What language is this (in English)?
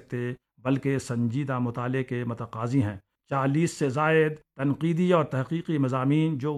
Urdu